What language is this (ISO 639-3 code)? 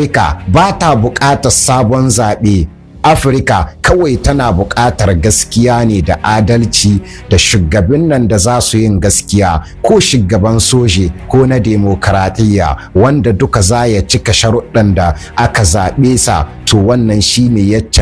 hau